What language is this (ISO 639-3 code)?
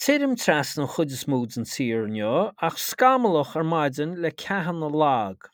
gle